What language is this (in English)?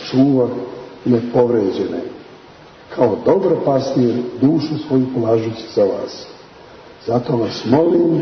Serbian